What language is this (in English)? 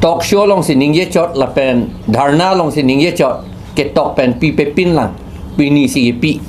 Karbi